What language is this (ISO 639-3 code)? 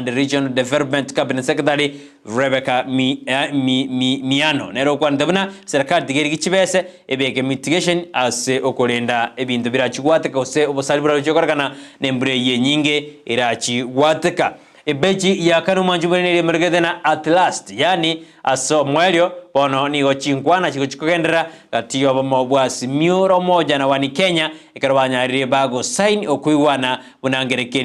guz